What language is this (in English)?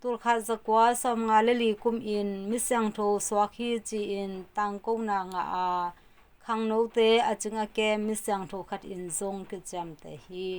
Tedim Chin